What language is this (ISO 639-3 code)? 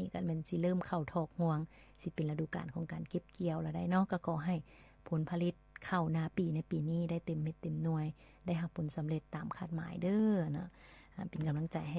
lao